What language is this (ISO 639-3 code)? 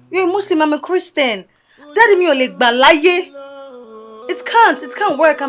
yor